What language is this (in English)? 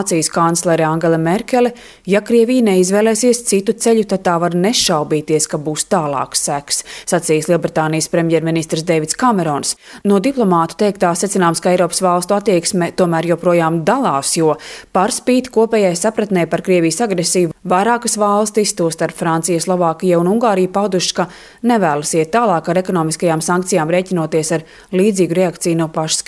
Latvian